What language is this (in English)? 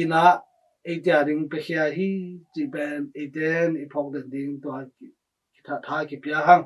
Tedim Chin